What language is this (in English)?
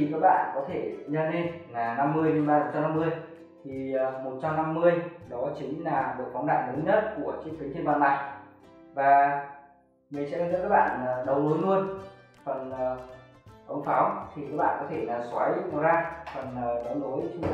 Vietnamese